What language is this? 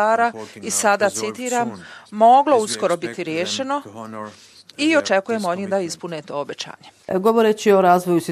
Bosnian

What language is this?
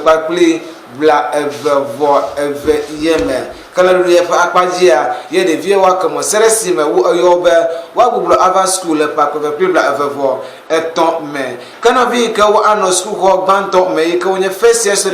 Ewe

